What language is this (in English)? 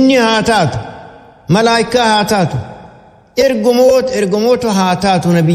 Oromo